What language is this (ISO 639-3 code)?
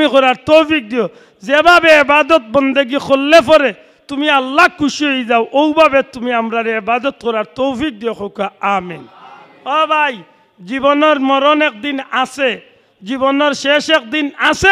syl